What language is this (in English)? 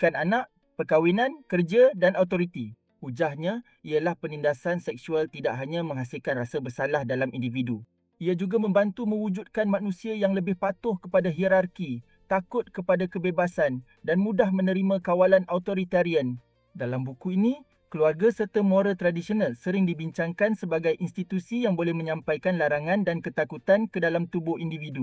Malay